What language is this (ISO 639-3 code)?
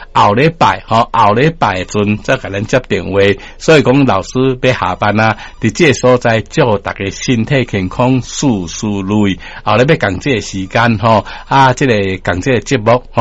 nan